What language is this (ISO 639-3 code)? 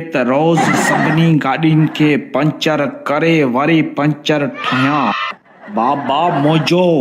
snd